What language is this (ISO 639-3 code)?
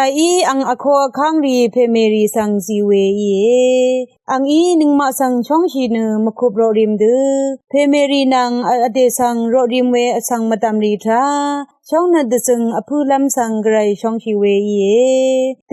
raw